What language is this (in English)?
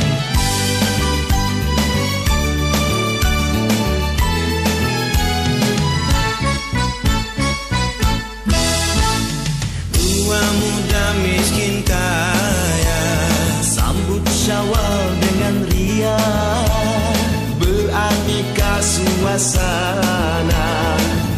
Malay